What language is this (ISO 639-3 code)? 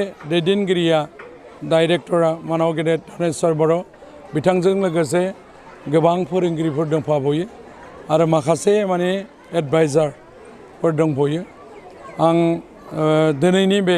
brx